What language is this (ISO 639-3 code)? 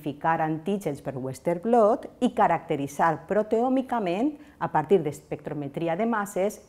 cat